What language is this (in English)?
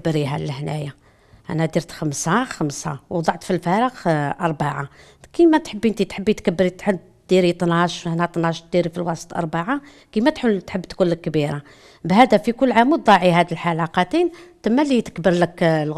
Algerian Arabic